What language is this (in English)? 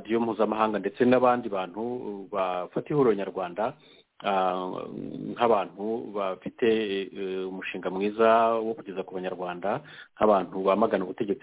Kinyarwanda